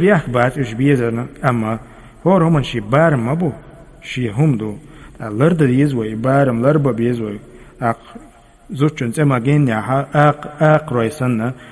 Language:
Chechen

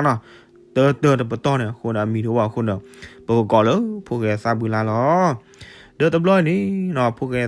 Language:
S'gaw Karen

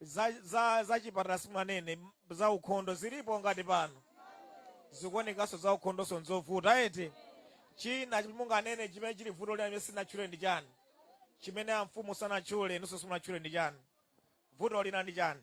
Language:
Nyanja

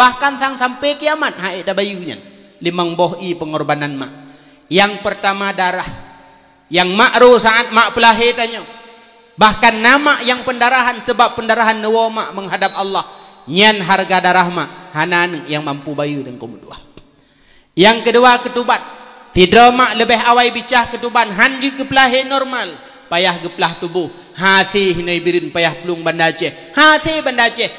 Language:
Achinese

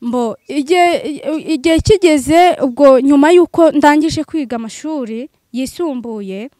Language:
Kinyarwanda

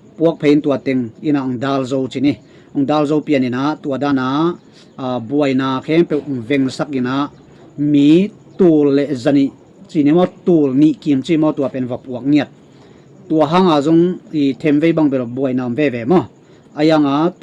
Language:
Tedim Chin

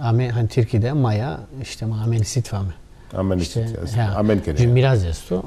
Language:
Zaza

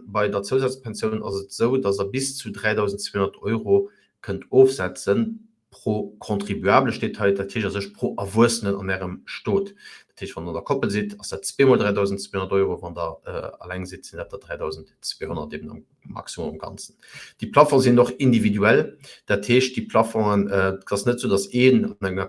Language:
Luxembourgish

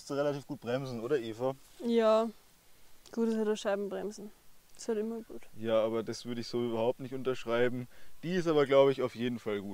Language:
German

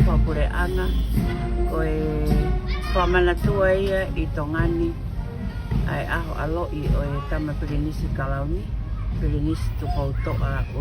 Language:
Tongan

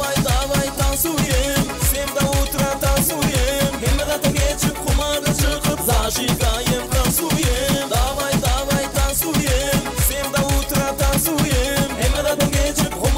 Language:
Turkmen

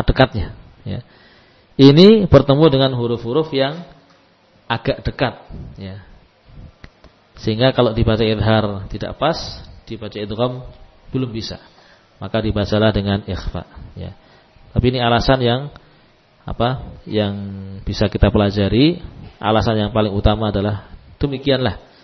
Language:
Indonesian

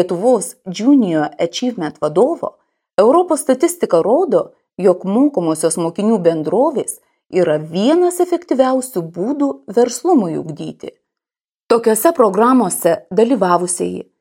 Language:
Lithuanian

